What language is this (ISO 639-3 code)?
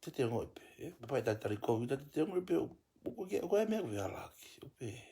ton